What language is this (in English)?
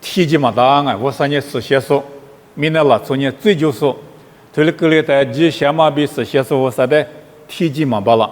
Lisu